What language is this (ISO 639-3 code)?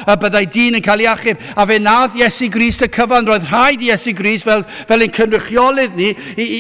cym